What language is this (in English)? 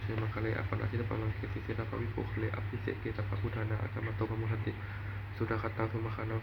Pali